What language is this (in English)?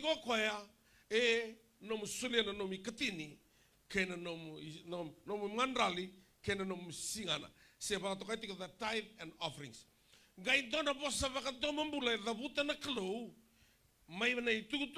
Fijian